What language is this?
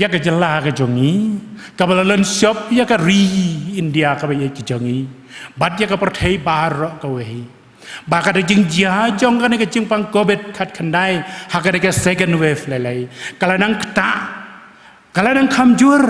Khasi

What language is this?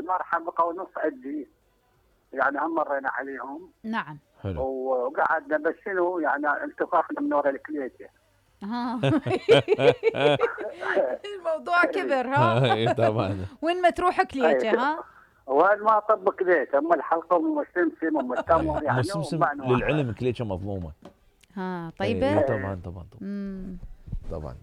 Mesopotamian Arabic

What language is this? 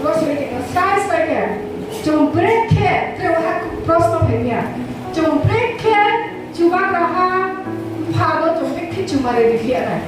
Riang (India)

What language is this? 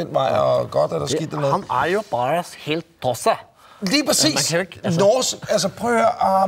Danish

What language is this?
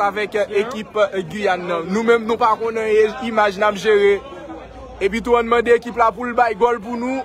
Haitian Creole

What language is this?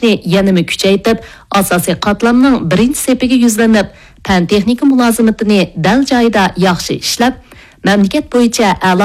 Uyghur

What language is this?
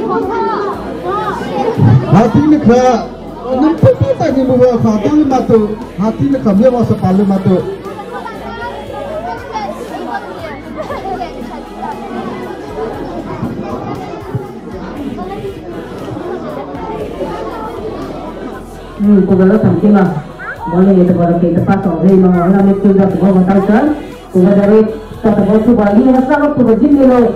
Malay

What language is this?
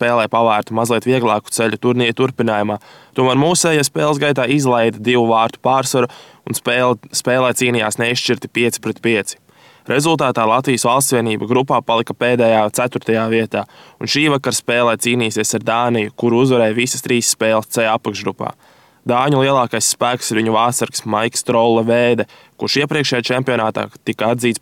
Latvian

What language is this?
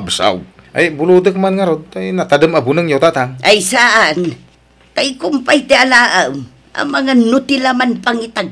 Iloko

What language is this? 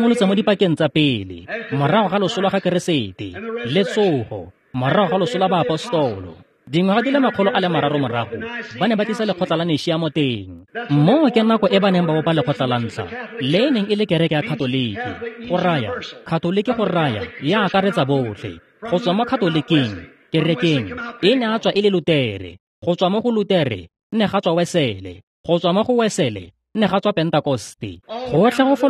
Tswana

